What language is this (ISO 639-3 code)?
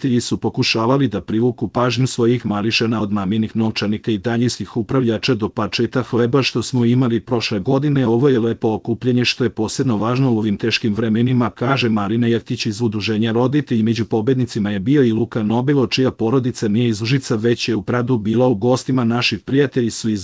srp